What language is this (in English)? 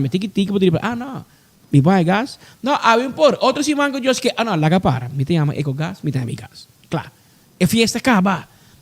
Papiamento